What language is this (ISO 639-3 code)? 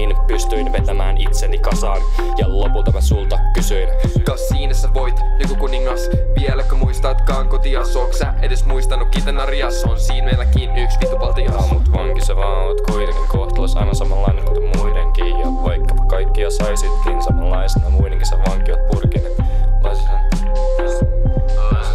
fin